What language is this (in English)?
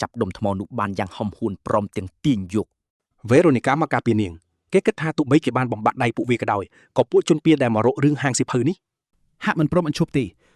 Khmer